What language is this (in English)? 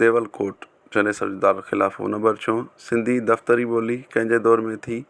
Sindhi